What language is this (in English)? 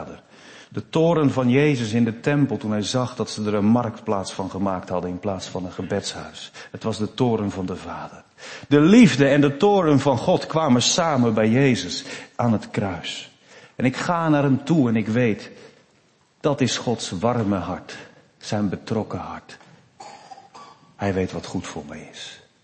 Dutch